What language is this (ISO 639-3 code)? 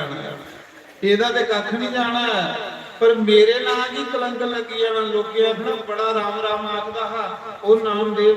doi